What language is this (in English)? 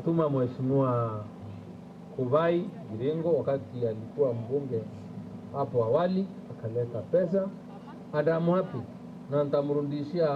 Meru